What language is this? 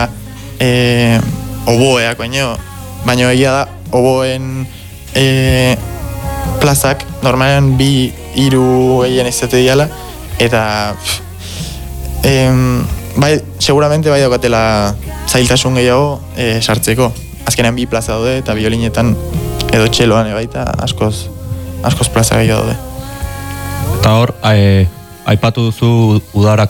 Basque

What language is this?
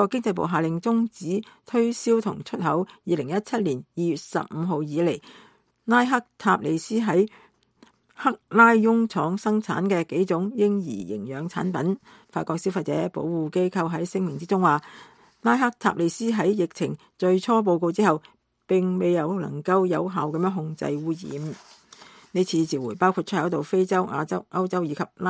Cantonese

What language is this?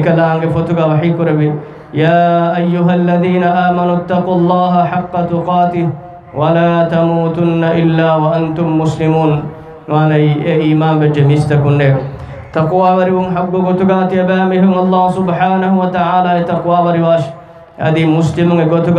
Divehi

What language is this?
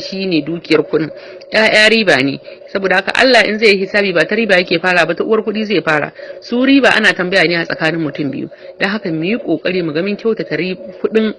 Hausa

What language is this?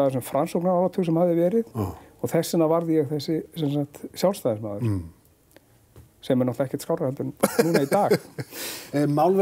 Icelandic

